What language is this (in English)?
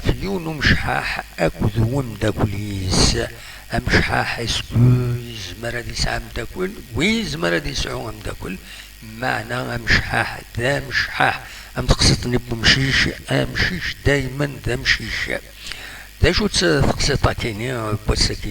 Kabyle